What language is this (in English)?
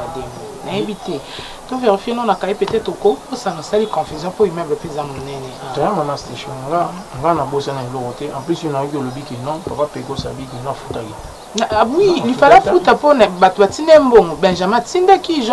Lingala